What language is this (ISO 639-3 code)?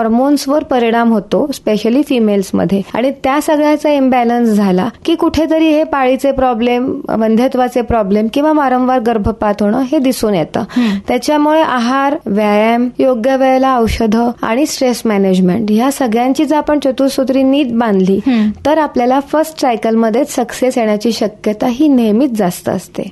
mar